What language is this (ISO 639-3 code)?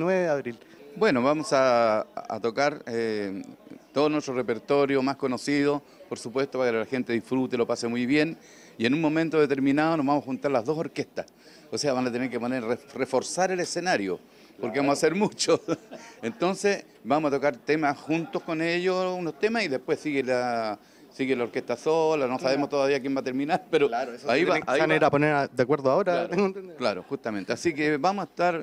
spa